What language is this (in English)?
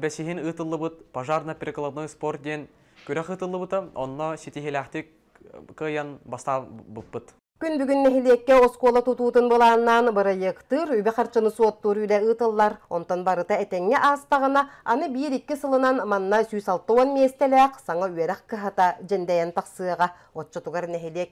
Yakut